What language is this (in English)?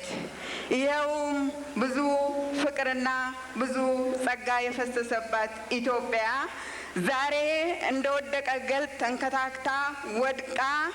Amharic